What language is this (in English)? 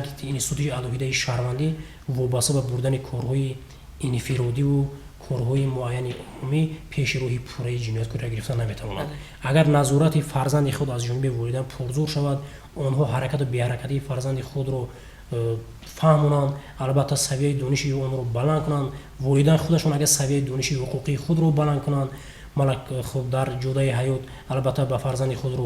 Tajik